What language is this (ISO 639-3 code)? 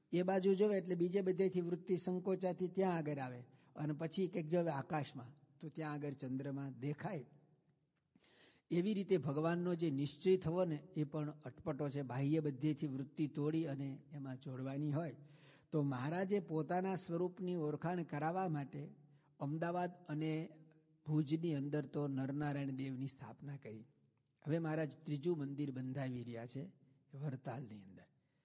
guj